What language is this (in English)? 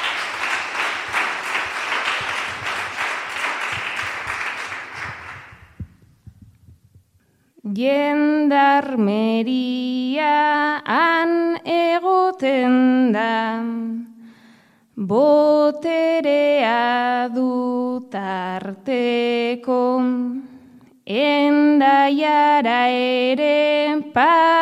Basque